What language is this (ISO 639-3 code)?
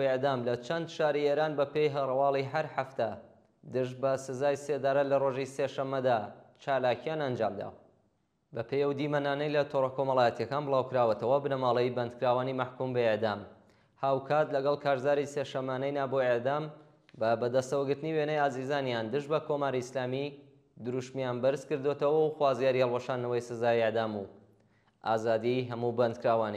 ckb